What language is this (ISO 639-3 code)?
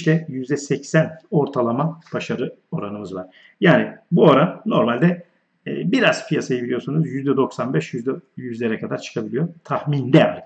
tur